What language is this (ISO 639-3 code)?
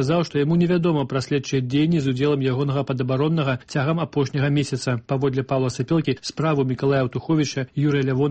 bel